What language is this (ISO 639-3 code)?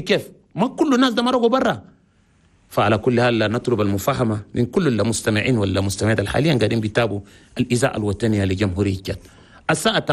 shu